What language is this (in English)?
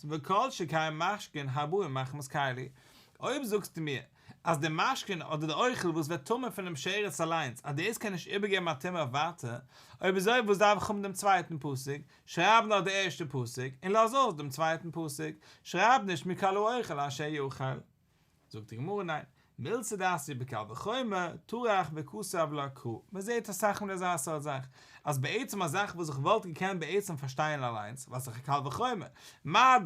Yiddish